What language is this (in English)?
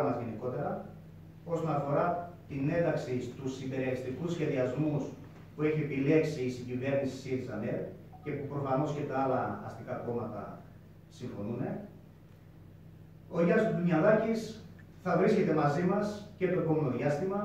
Greek